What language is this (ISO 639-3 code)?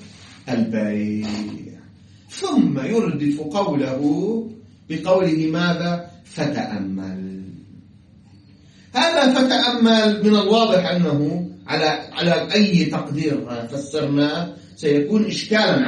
ara